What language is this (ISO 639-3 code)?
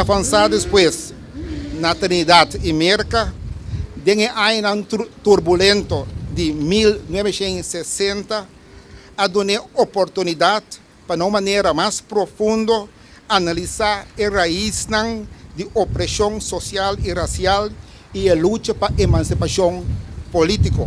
pap